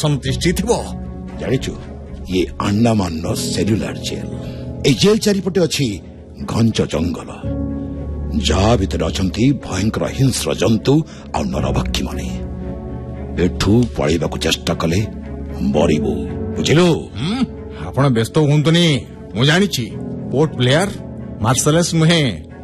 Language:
Odia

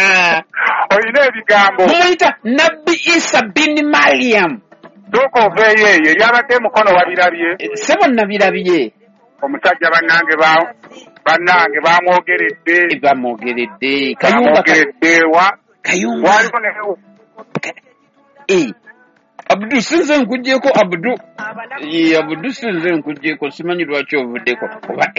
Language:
Ganda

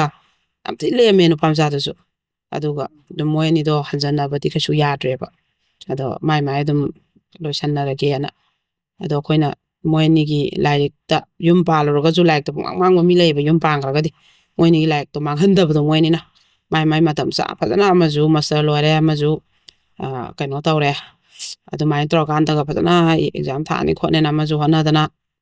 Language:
Manipuri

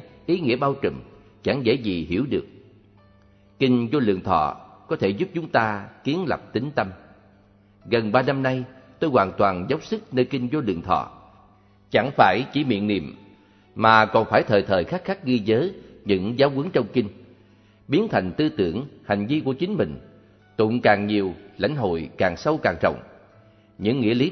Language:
Vietnamese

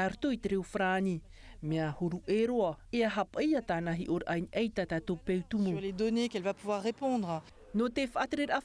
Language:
Tahitian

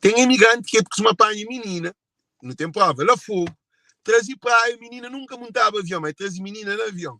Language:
Kabuverdianu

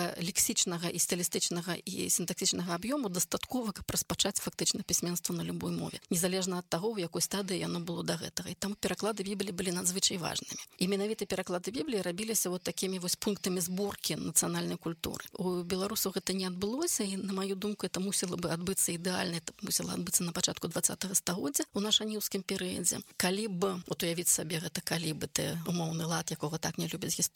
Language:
Belarusian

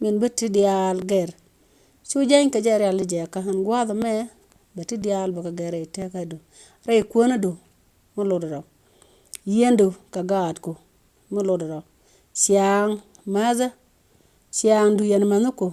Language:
Nuer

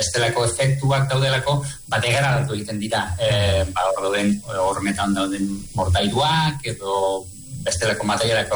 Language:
Basque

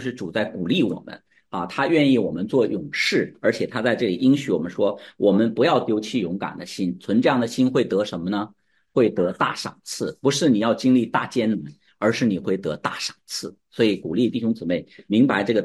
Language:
Chinese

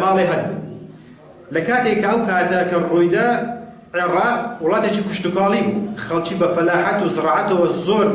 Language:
Central Kurdish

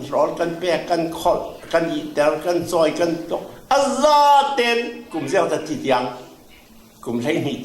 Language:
Falam Chin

